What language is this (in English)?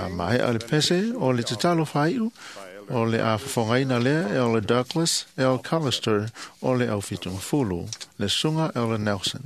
Samoan